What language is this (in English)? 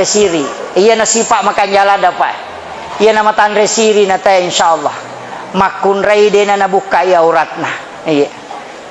Buginese